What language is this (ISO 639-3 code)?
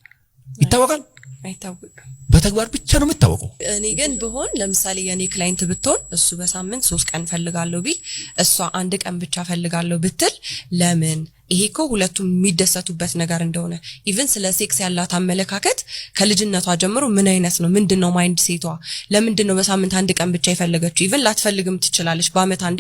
amh